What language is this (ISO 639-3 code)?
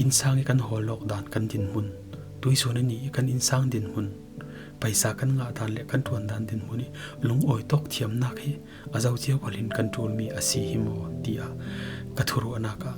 cfm